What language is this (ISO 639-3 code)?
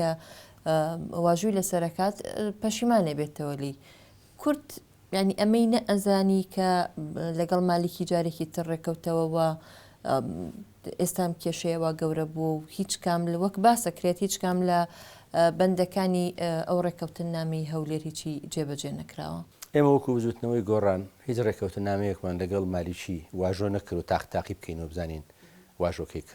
ckb